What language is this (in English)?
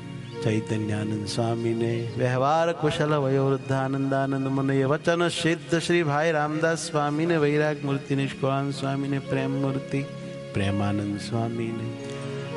Gujarati